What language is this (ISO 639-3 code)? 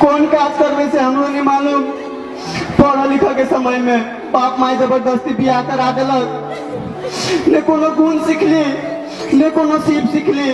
mai